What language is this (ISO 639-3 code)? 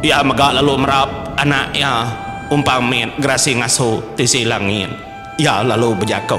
iba